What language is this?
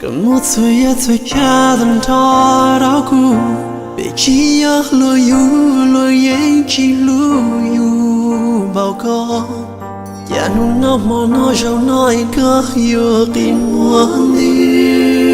Hmong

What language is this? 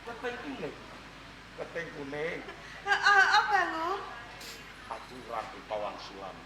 Javanese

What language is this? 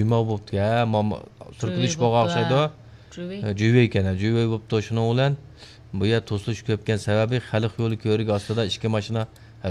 Uyghur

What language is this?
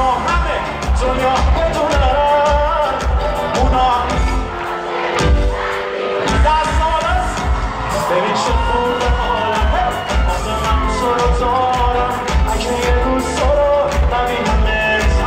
Persian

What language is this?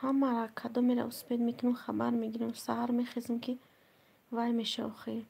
Tajik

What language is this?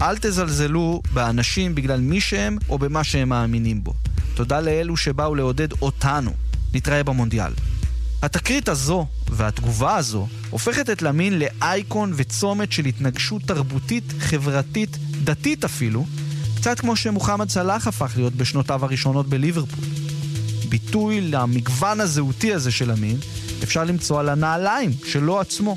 Hebrew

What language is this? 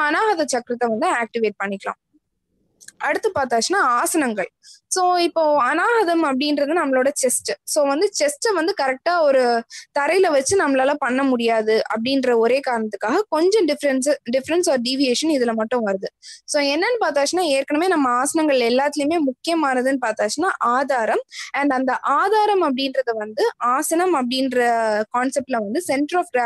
Tamil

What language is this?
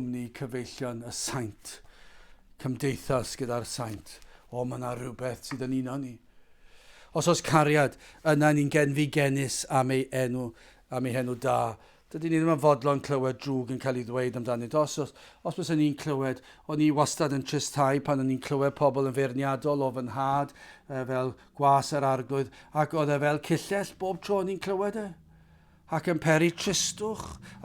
Welsh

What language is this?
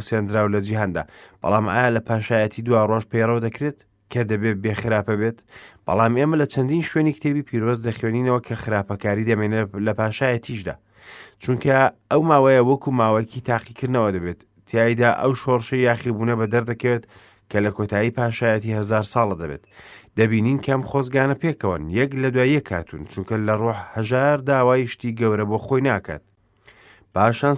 Central Kurdish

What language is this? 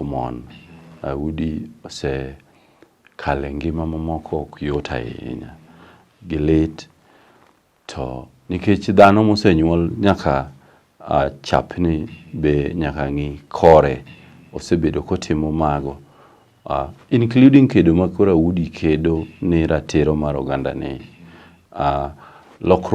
Luo (Kenya and Tanzania)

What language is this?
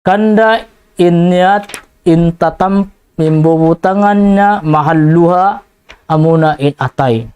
Tausug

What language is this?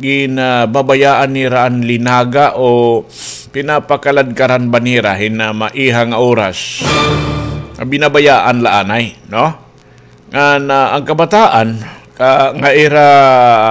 Waray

